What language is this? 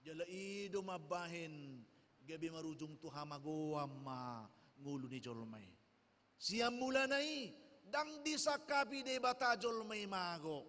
Batak Toba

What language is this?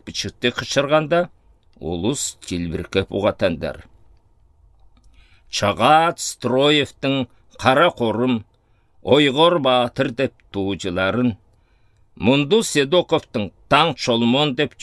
Southern Altai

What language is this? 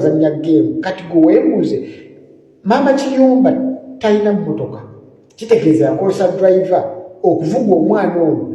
Ganda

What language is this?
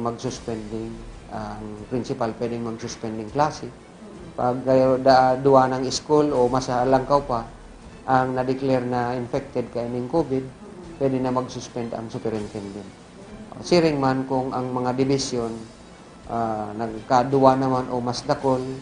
Bikol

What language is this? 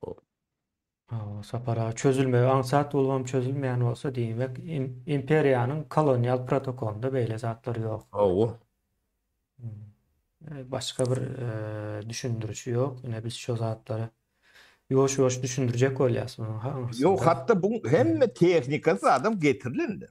Turkmen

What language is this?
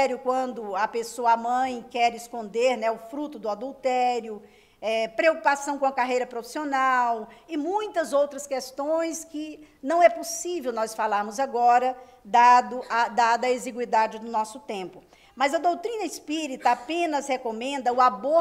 Portuguese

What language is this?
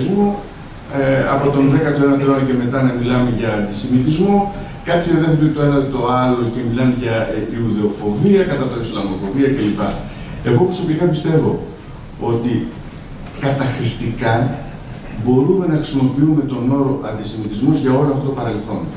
Greek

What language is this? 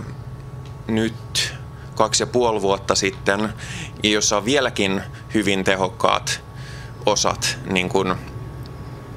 Finnish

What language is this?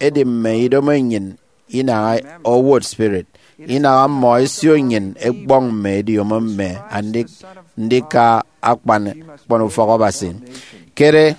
Efik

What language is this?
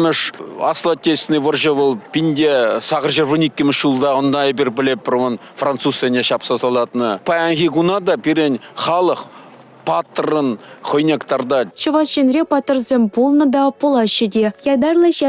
Chuvash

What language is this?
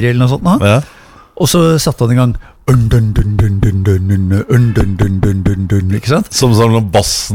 Norwegian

